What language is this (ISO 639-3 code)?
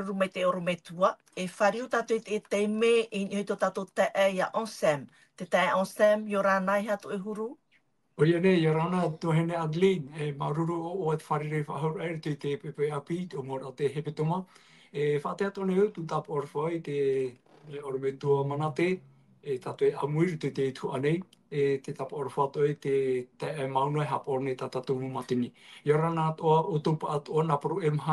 tah